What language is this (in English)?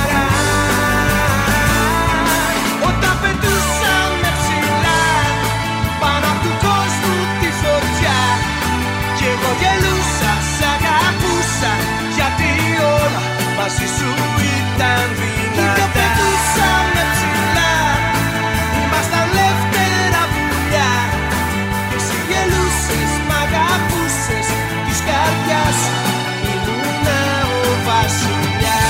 Greek